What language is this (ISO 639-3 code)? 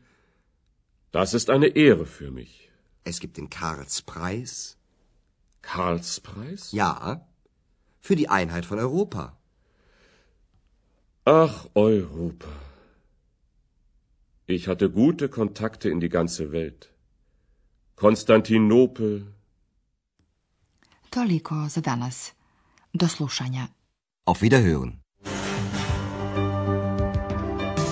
bos